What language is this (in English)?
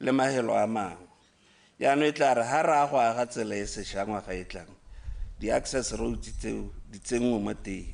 Tswana